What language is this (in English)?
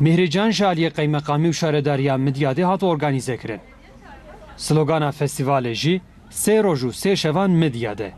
Kurdish